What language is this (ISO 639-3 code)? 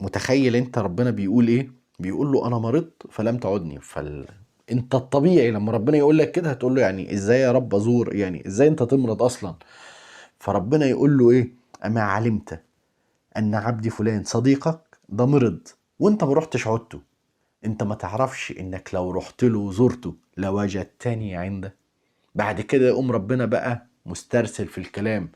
arz